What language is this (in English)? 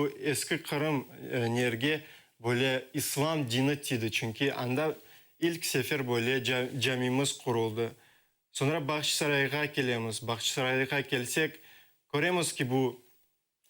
Crimean Tatar